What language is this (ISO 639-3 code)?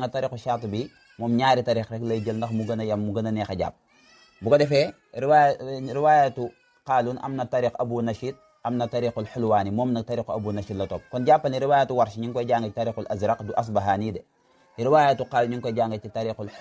wol